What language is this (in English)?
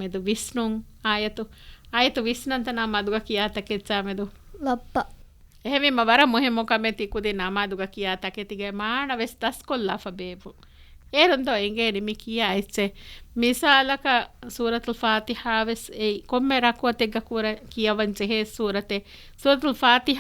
Divehi